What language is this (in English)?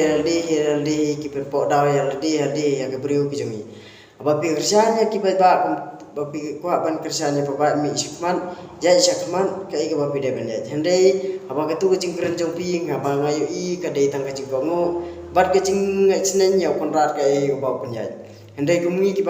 Khasi